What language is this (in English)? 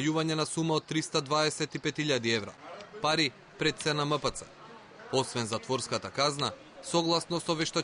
Macedonian